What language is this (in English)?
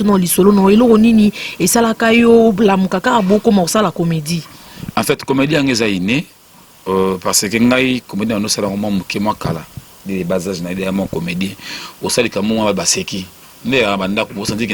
Lingala